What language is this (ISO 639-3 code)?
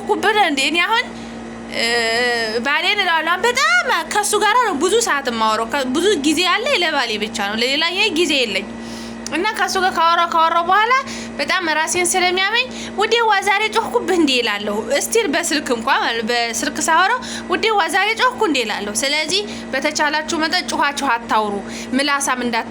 amh